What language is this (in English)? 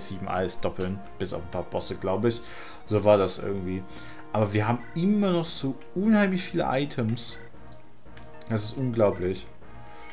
German